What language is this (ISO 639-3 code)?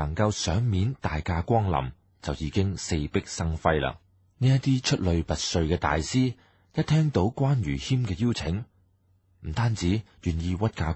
yue